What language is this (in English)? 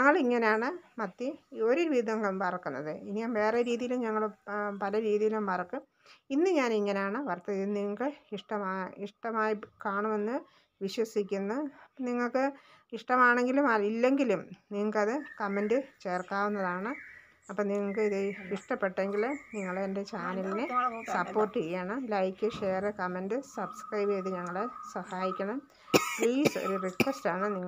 Malayalam